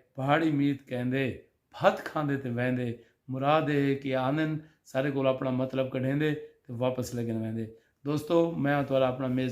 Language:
Saraiki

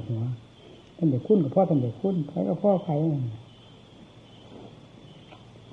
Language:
Thai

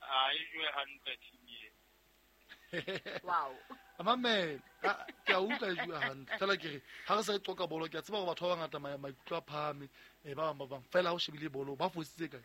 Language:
Southern Sotho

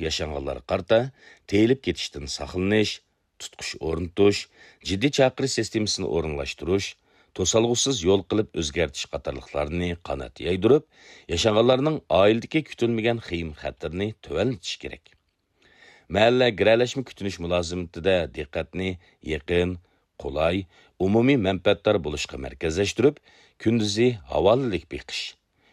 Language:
Uyghur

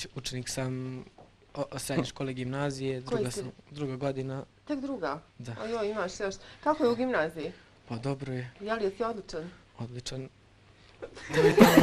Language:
Bosnian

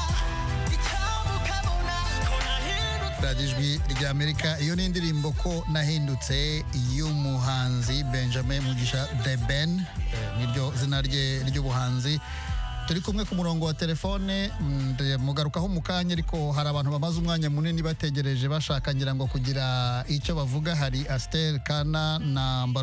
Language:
Kinyarwanda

